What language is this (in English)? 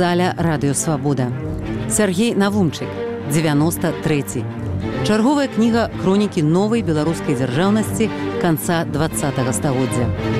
Belarusian